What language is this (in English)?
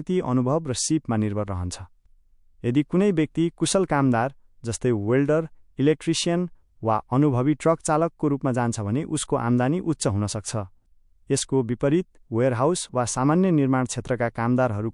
Nepali